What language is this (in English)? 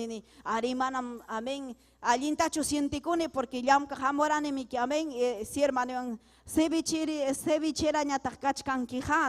Ayacucho Quechua